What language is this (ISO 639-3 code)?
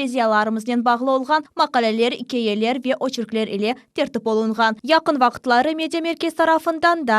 crh